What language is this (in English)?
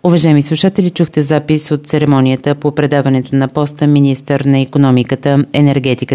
Bulgarian